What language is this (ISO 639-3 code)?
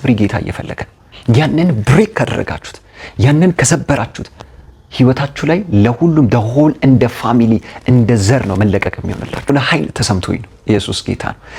amh